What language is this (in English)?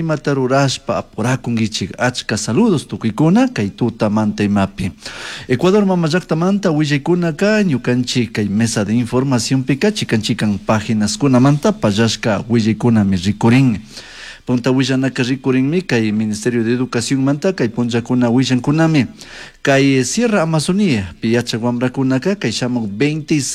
Chimborazo Highland Quichua